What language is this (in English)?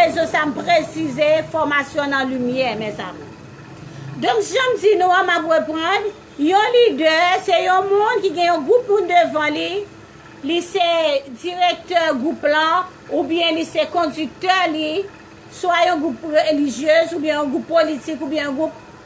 Haitian Creole